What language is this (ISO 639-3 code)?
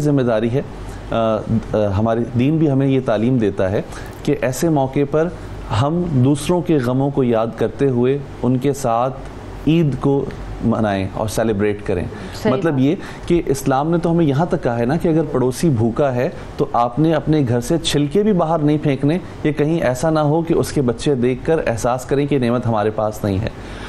urd